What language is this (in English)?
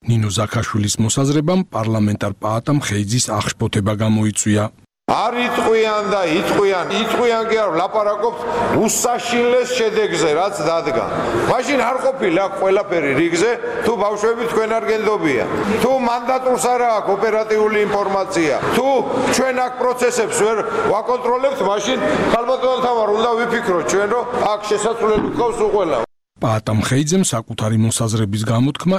Georgian